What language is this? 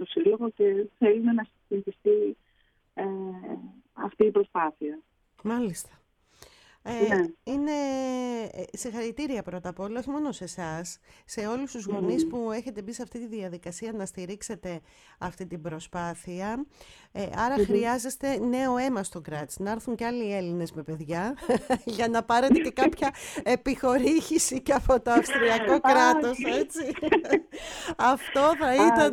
Greek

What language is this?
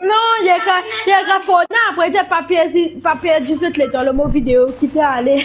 Morisyen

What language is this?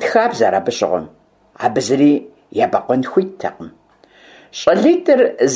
Kabardian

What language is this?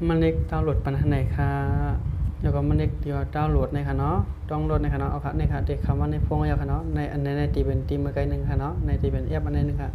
Shan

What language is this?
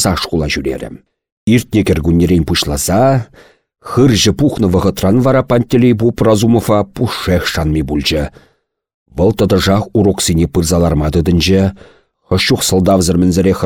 Chuvash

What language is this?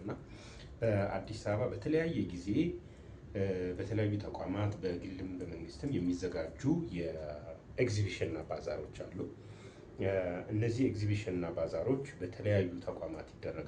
Amharic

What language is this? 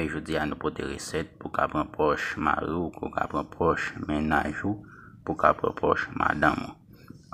Haitian Creole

